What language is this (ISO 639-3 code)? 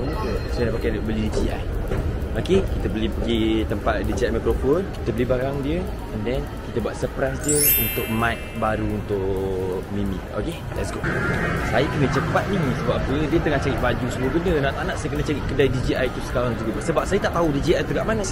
msa